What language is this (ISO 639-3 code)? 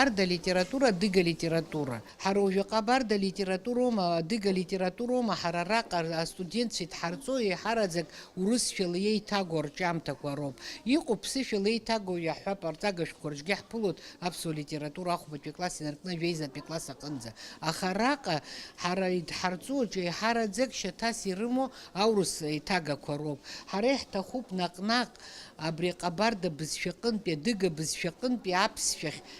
abk